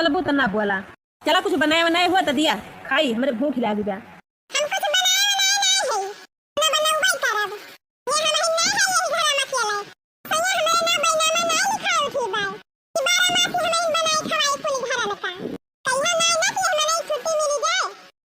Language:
Awadhi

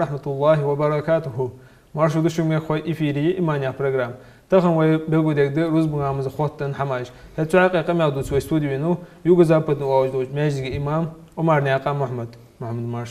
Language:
Ingush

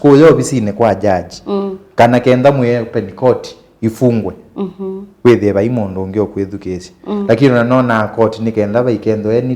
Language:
Kamba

